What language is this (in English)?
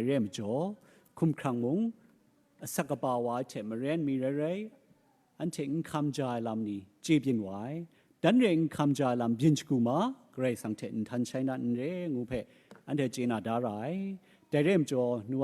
Kachin